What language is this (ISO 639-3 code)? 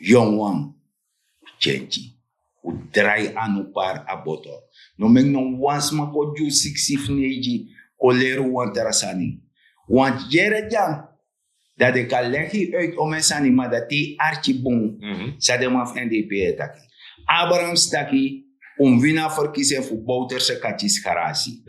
srn